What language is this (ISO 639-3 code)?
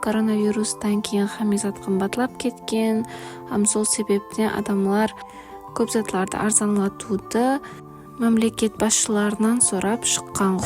kaa